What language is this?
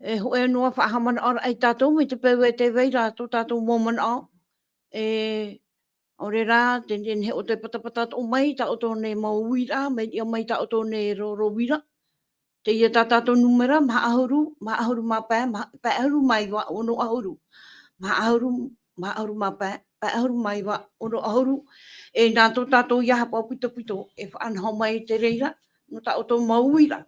Tahitian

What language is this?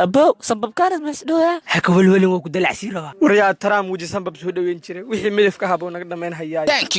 Somali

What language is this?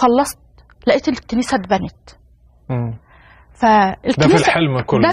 Egyptian Arabic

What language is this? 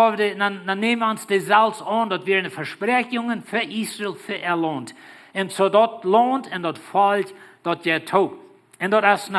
Plautdietsch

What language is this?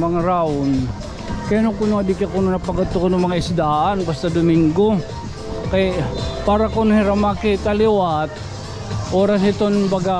Waray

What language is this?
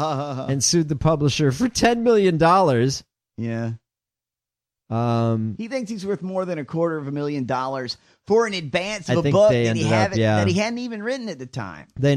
English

